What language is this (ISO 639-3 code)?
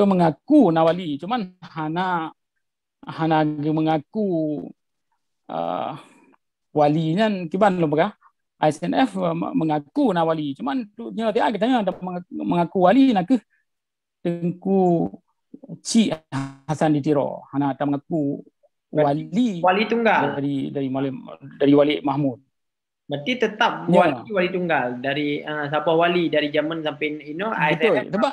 ace